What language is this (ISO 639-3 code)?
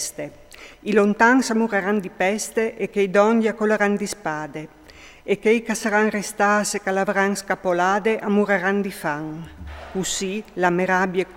fur